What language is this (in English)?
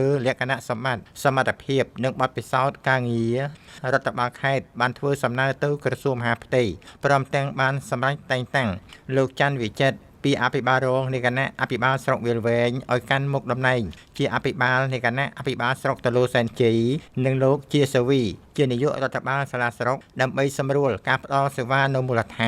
Khmer